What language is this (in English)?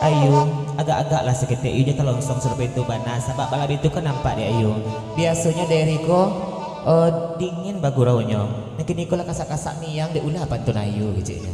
Minangkabau